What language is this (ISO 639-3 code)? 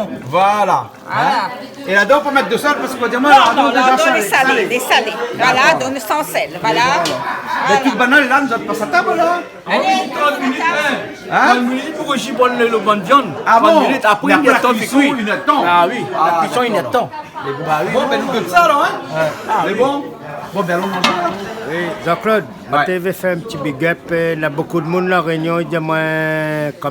rcf